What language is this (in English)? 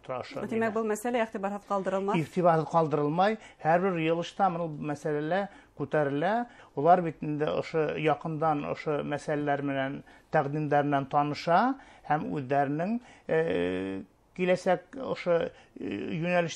Bashkir